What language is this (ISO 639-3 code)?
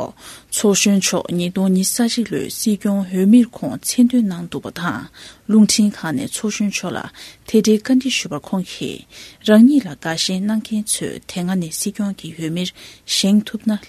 bod